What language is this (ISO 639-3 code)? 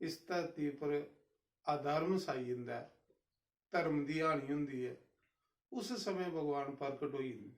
doi